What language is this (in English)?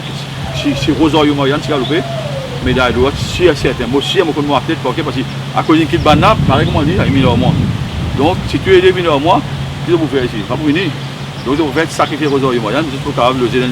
Morisyen